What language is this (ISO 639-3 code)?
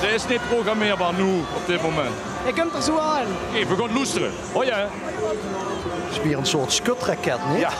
lim